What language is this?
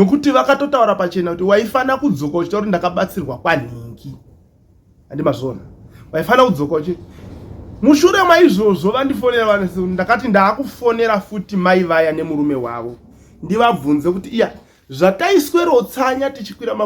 Shona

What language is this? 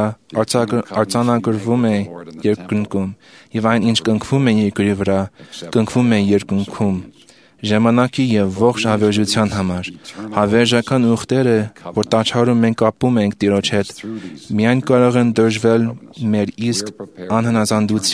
Armenian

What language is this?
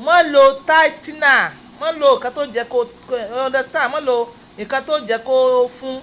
Yoruba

